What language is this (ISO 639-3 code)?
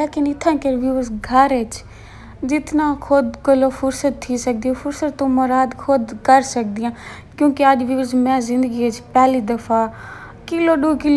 skr